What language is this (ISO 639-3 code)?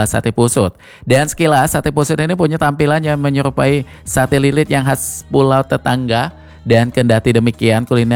ind